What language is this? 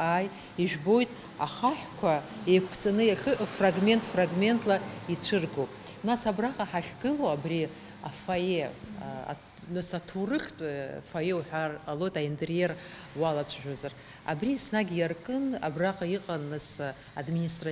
Abkhazian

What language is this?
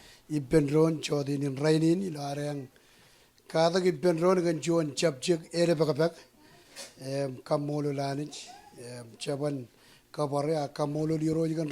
Marshallese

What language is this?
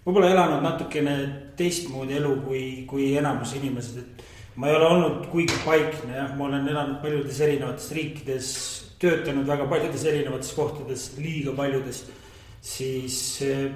Estonian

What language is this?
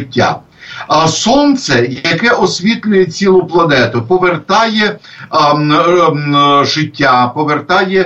Ukrainian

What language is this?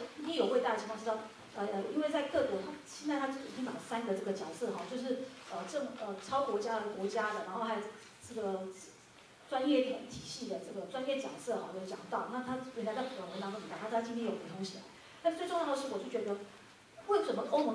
Chinese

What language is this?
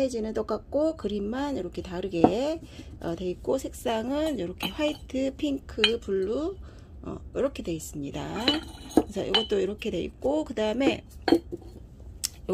Korean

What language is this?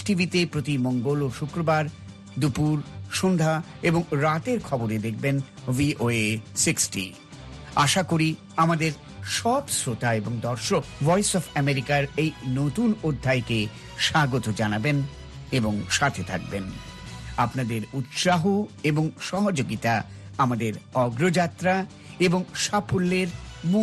Bangla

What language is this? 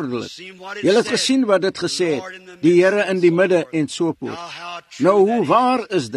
Afrikaans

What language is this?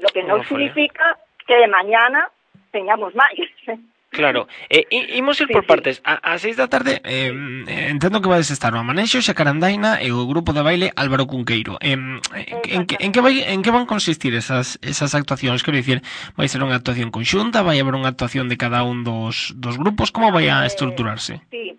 Galician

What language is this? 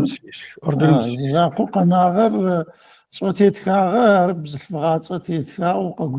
Adyghe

